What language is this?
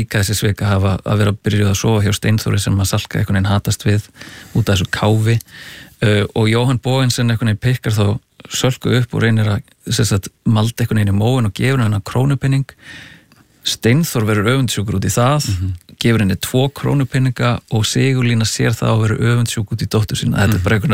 Icelandic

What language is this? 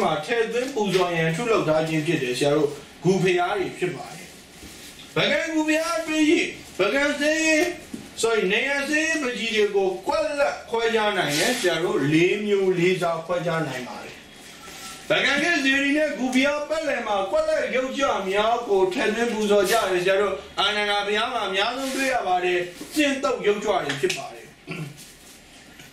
Burmese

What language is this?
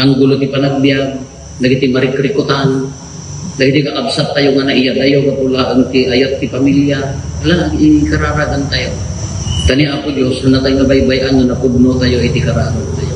Iloko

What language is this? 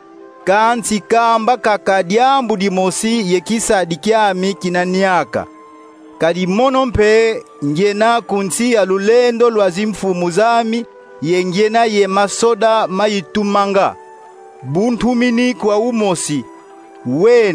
Kongo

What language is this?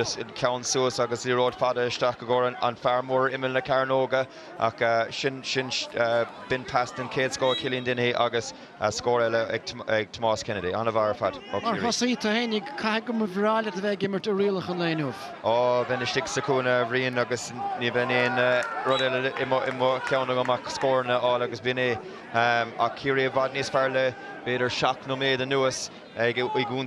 Irish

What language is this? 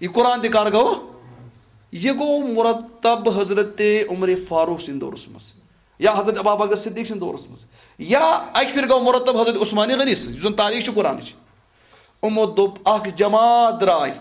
Kashmiri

